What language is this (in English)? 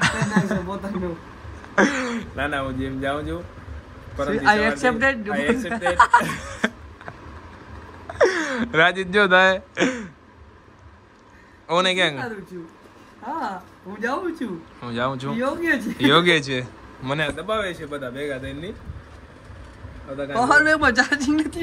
Gujarati